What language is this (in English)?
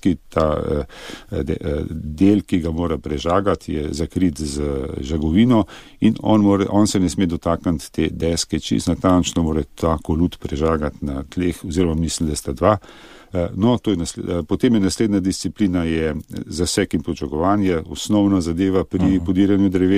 Slovenian